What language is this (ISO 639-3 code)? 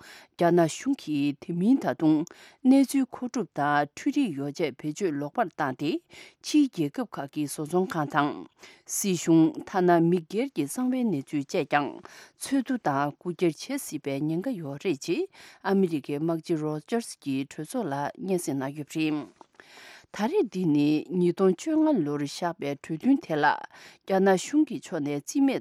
bod